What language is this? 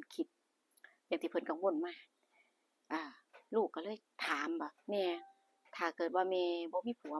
Lao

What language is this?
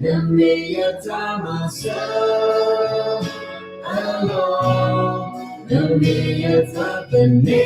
S'gaw Karen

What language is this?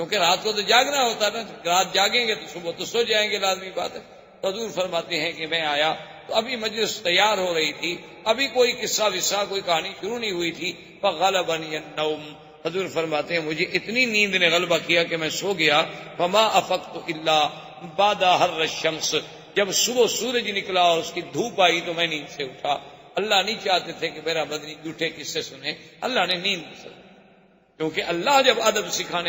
Urdu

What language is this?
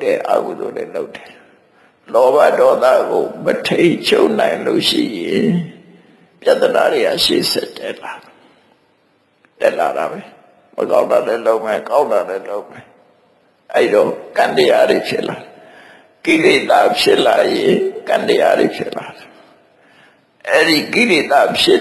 Burmese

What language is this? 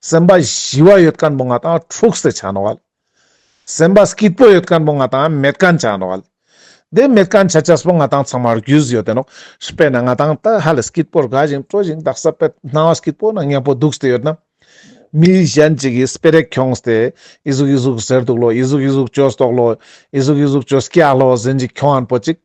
Ladakhi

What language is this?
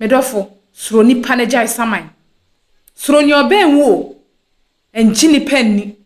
Akan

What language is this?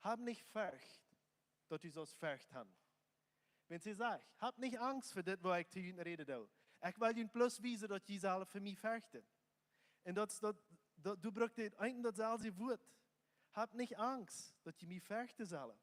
Plautdietsch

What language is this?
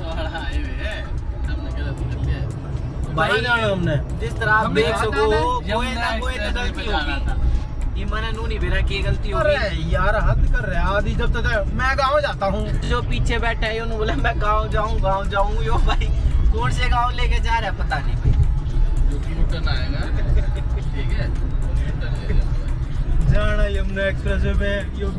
Haryanvi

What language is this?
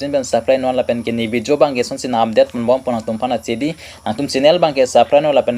Karbi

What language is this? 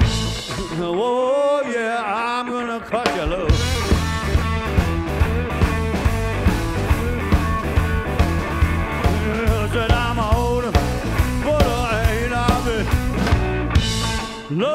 English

